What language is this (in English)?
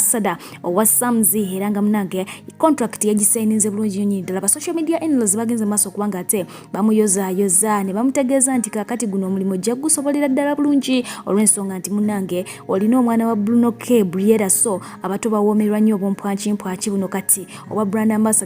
Ganda